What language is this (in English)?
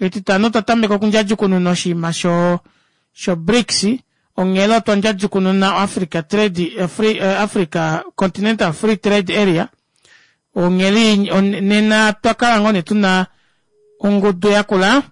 Kuanyama